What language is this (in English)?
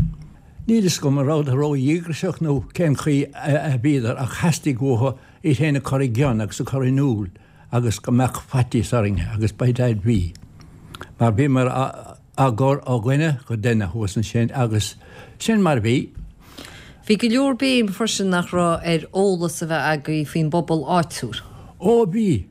Irish